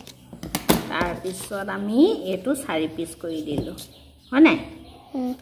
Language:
Assamese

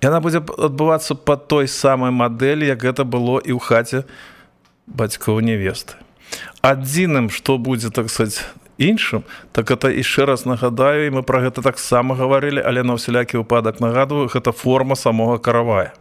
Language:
Belarusian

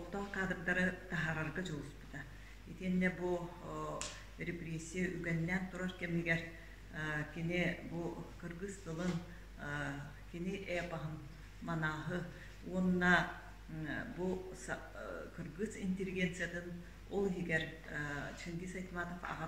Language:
Yakut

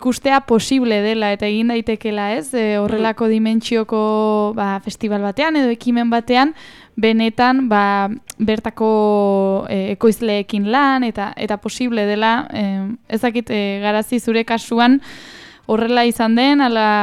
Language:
Basque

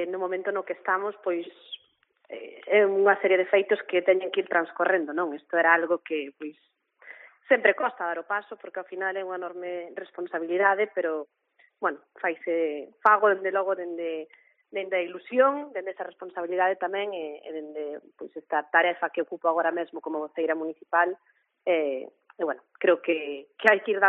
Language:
Galician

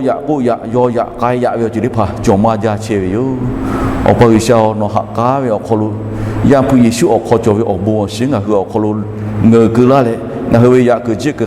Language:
Lahu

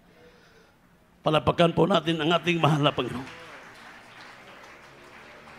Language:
Filipino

